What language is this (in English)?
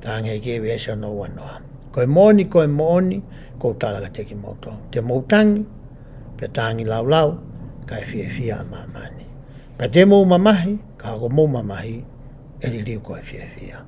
Tongan